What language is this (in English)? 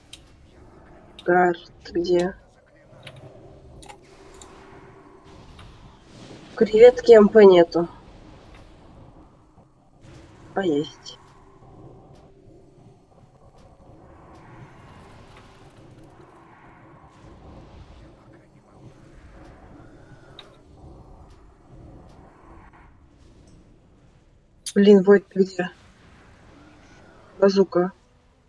Russian